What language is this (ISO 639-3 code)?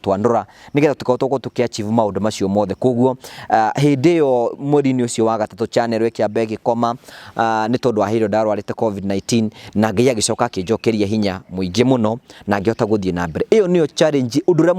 kik